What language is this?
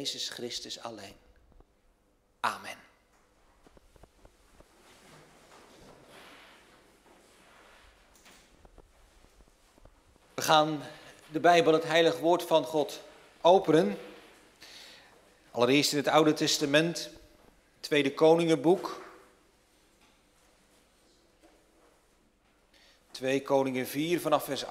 Dutch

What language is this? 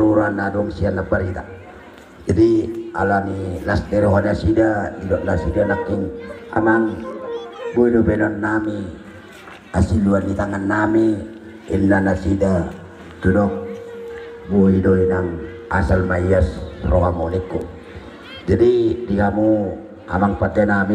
Batak Toba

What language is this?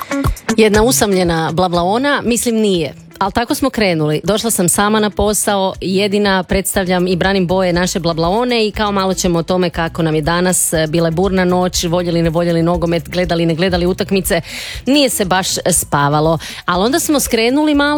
Croatian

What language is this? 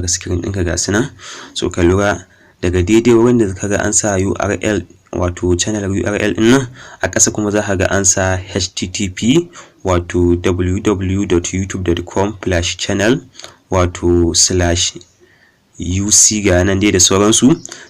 Hausa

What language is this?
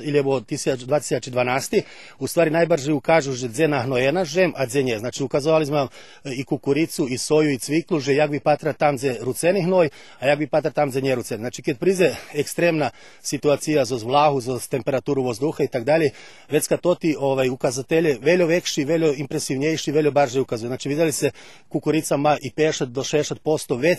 Rusyn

